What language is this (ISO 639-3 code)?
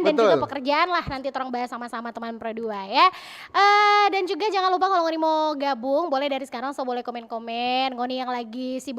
xmm